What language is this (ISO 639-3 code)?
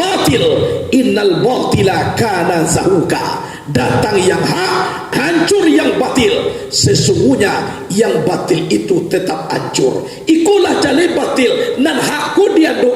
min